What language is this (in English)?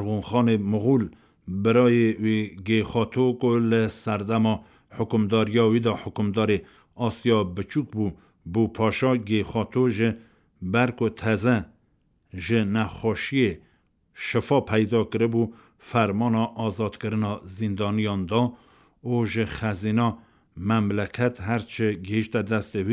Kurdish